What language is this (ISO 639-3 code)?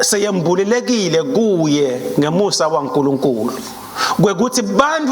ssw